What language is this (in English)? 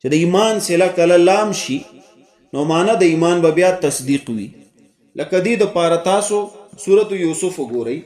Pashto